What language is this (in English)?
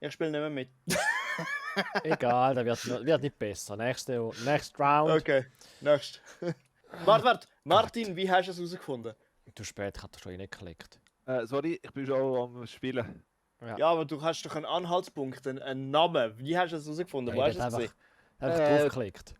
Swiss German